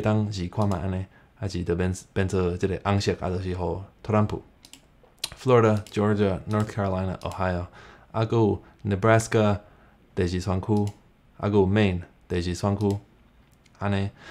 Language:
Min Nan Chinese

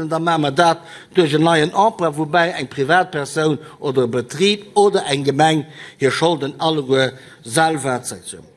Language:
Luxembourgish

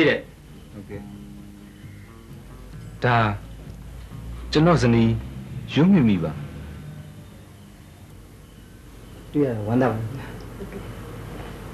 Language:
Burmese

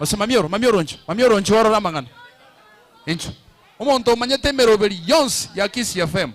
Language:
Gusii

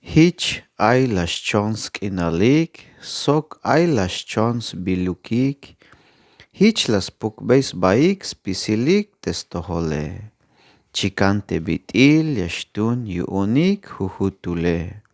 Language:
Tzeltal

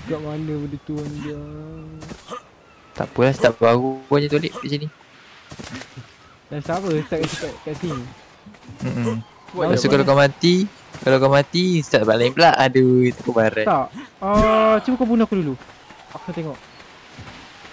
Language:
Malay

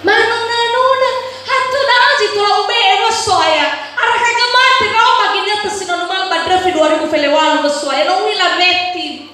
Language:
Nias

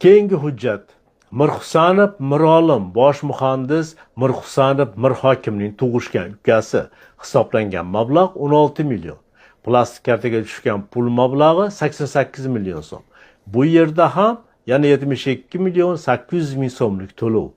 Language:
Uzbek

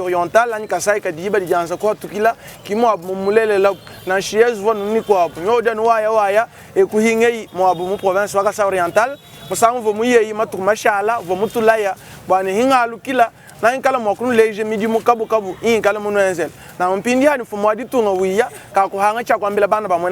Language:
Luba-Lulua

